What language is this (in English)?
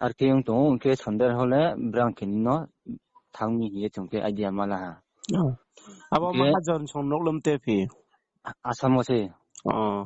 Riang (India)